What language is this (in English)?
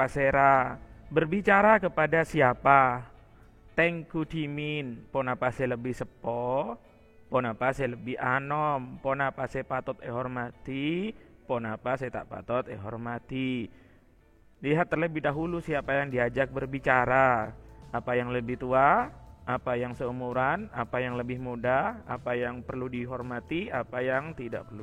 Madurese